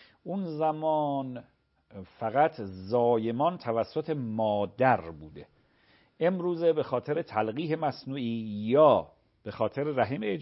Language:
Persian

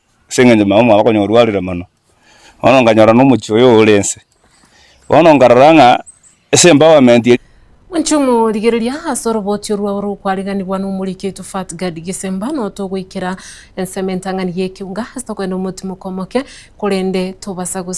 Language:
Gusii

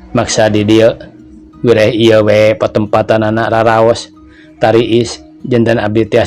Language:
Sundanese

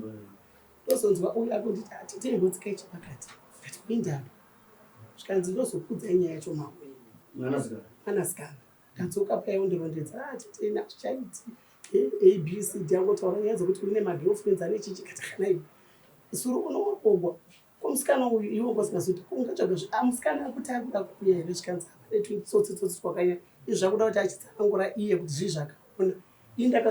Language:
Shona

